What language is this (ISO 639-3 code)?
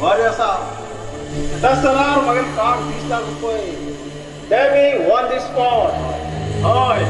kok